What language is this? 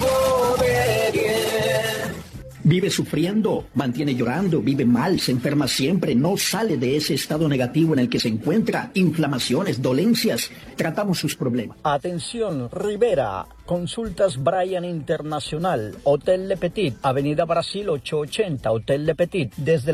Spanish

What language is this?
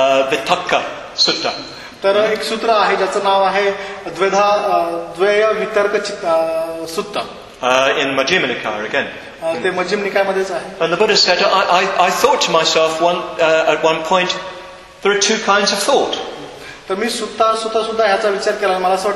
Marathi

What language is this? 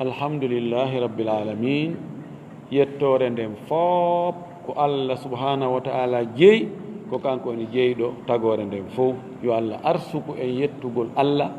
Fula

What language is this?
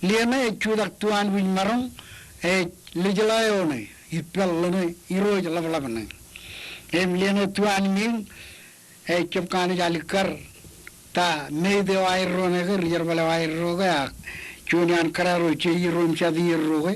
Marshallese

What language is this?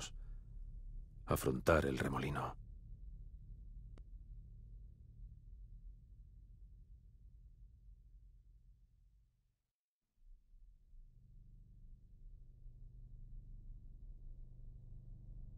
Spanish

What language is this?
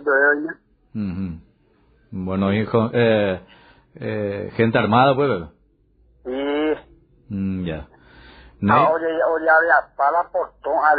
Guarani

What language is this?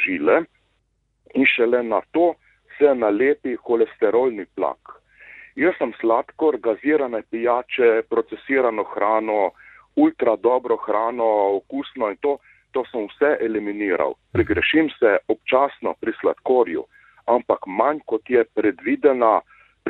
Slovenian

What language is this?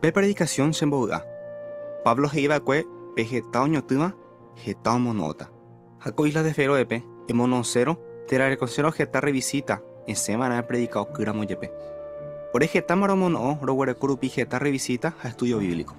Guarani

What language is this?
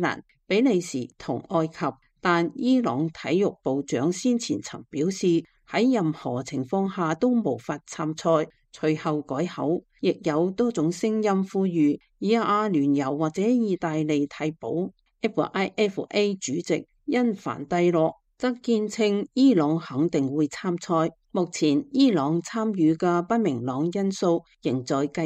Cantonese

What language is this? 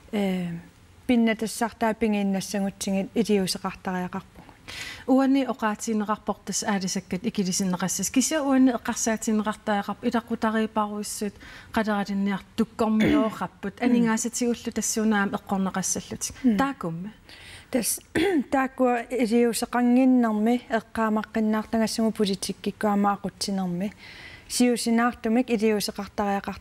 Kalaallisut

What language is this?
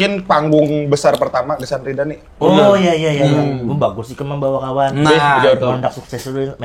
Banjar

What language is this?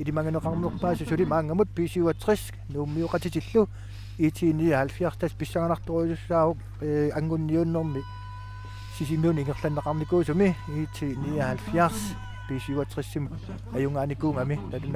Kalaallisut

